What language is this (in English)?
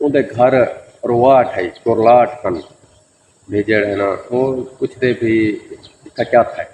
Saraiki